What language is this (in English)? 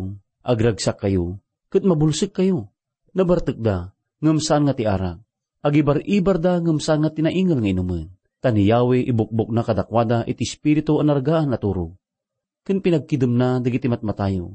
Iloko